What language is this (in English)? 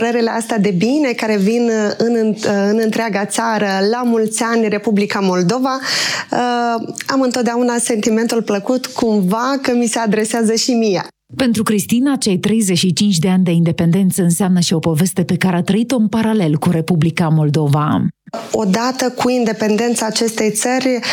Romanian